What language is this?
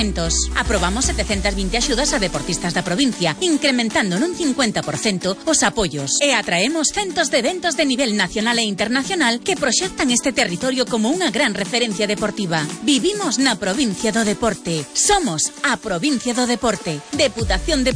Galician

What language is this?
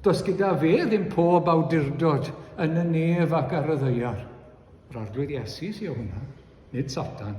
Welsh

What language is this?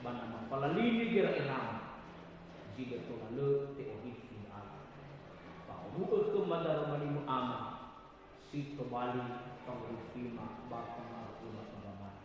Nias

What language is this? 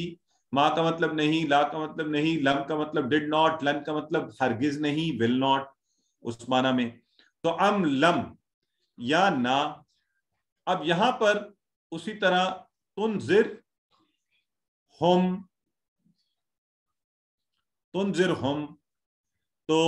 Urdu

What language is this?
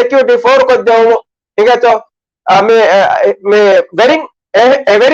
Divehi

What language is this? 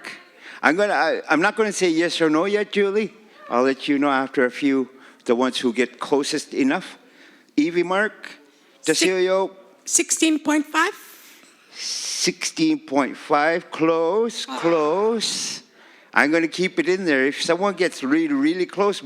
Inuktitut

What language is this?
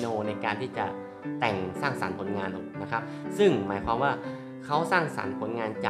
Thai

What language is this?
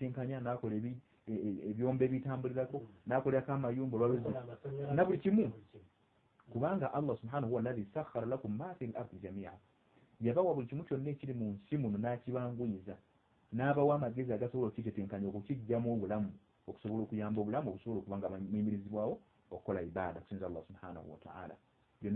Ganda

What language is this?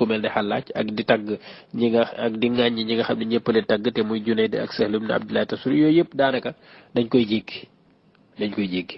Wolof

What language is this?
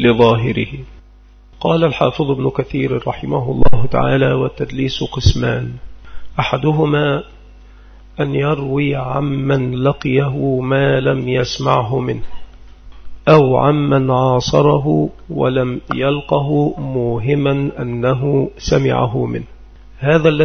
Arabic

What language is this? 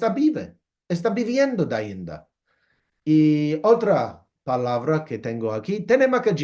Ladino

